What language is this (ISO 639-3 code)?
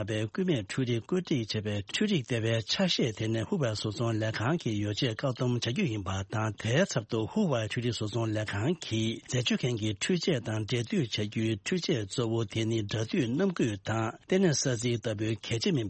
bod